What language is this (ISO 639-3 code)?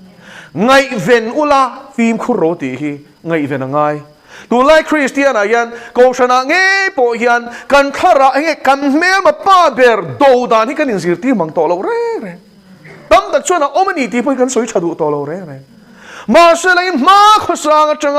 lus